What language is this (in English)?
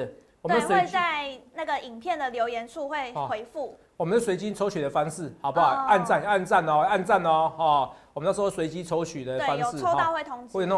Chinese